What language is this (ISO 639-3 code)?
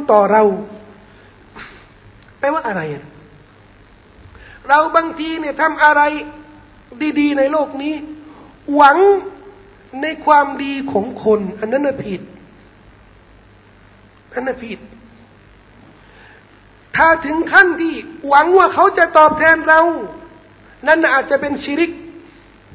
tha